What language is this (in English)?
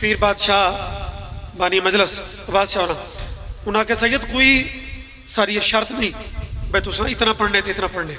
Pahari-Potwari